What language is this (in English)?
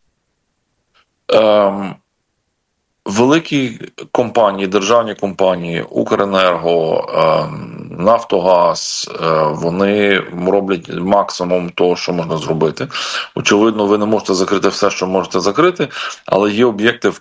Ukrainian